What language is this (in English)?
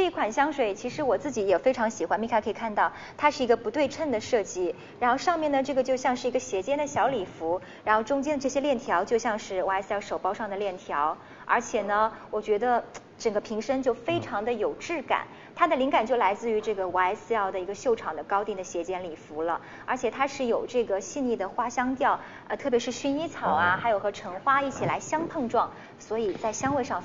Chinese